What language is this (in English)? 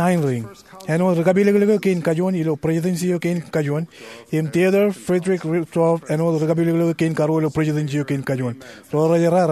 Marshallese